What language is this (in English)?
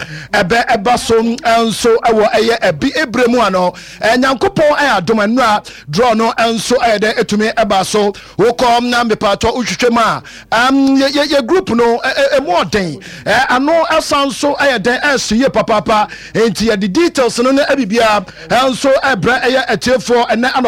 Akan